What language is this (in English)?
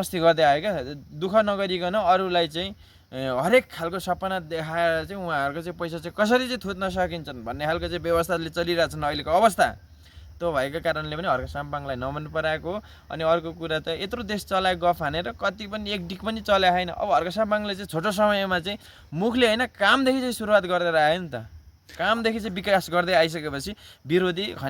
Nepali